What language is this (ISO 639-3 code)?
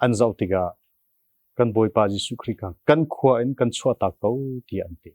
cnh